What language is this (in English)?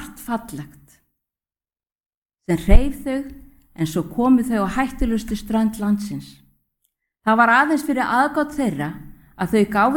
Icelandic